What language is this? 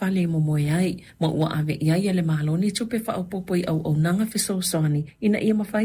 Samoan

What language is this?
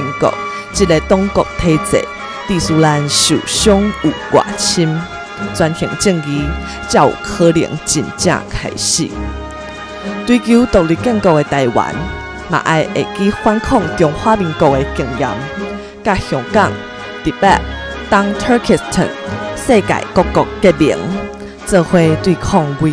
Min Nan Chinese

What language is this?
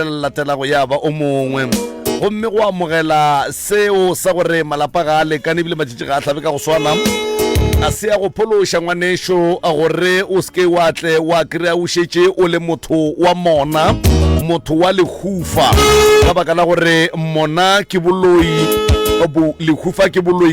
Northern Sotho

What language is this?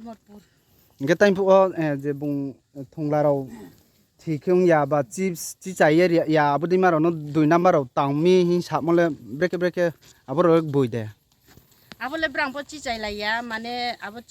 Riang (India)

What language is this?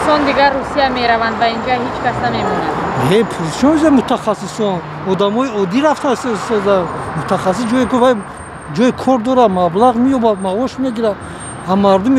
Tajik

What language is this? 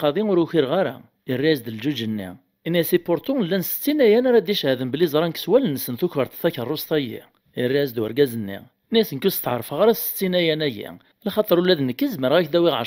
Kabyle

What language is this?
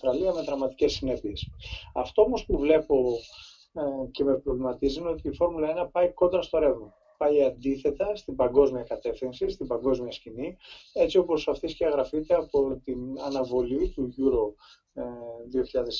Greek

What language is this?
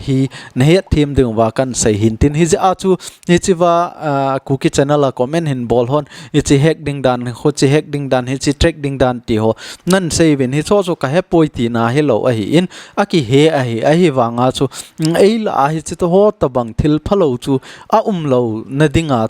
Thado Chin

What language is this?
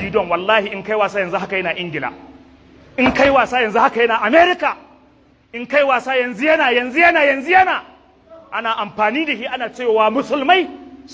Hausa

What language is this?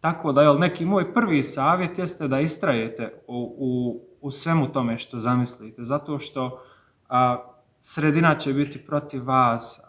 Bosnian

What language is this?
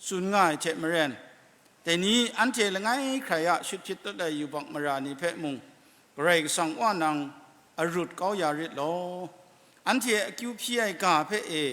Kachin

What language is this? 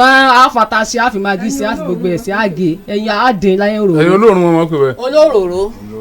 Yoruba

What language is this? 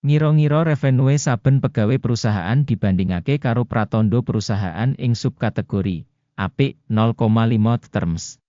Javanese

